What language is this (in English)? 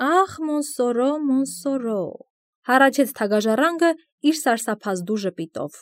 Armenian